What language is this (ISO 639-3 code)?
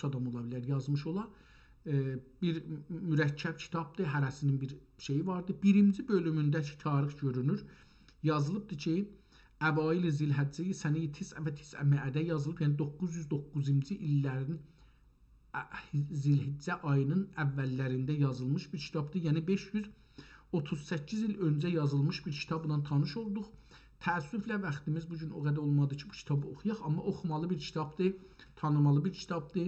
azb